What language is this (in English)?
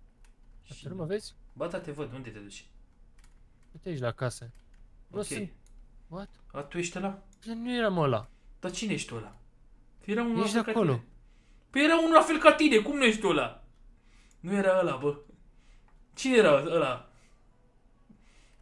Romanian